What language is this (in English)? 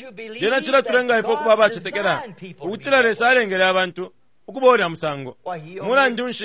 Bemba